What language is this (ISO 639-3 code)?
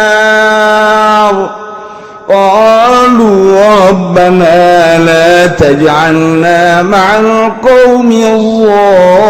sun